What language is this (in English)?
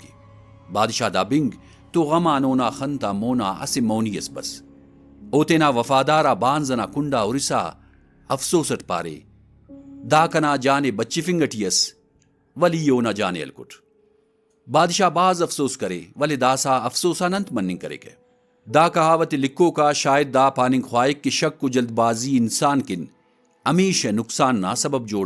Brahui